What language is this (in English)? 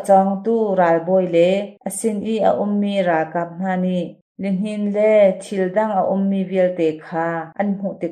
Hakha Chin